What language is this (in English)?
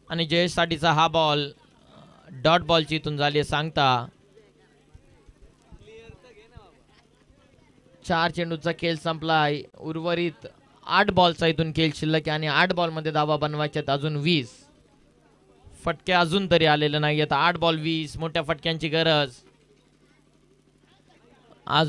Marathi